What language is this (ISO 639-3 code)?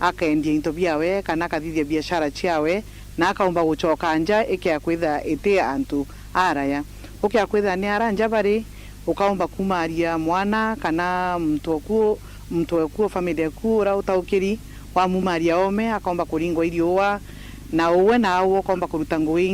mer